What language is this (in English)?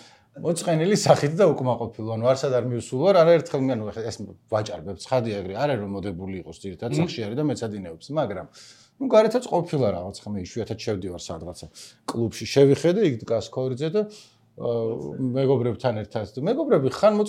Georgian